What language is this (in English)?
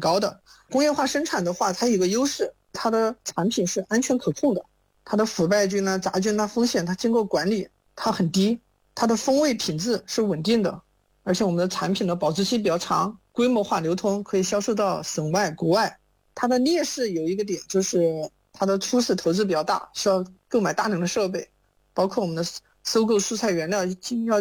Chinese